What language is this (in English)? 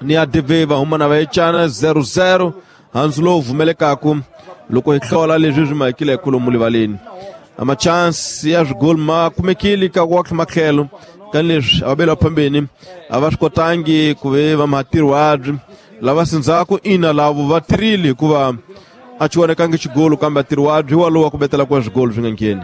Tsonga